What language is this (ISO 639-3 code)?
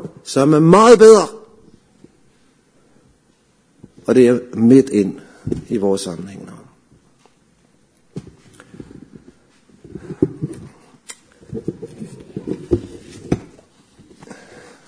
dan